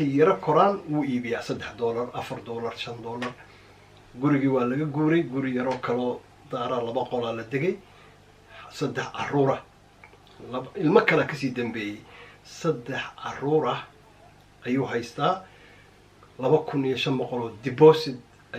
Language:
Somali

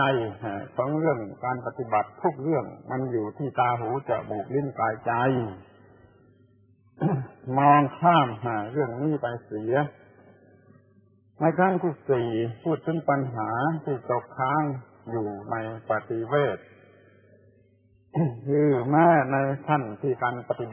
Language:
Thai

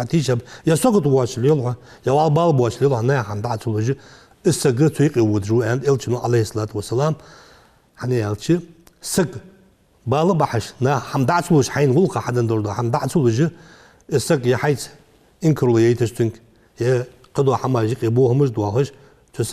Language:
Ingush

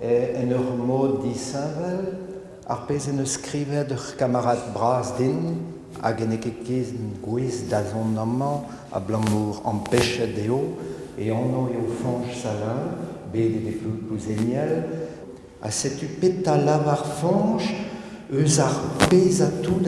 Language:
Breton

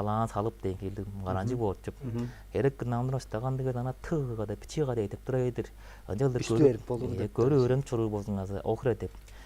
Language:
Tuvinian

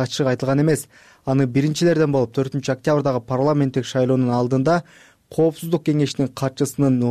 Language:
Kyrgyz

